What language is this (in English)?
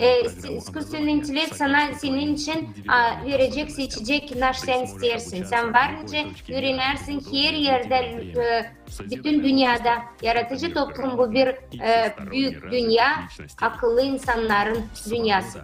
Gagauz